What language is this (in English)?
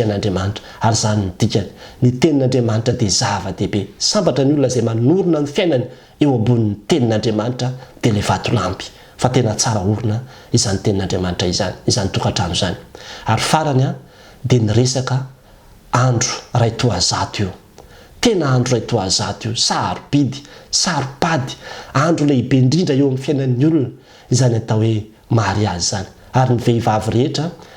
Malagasy